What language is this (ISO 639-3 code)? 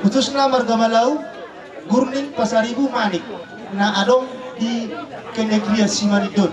bbc